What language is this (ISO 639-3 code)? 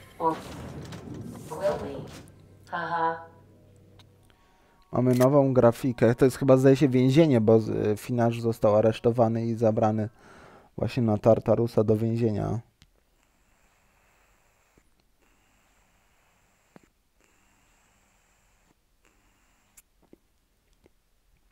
pol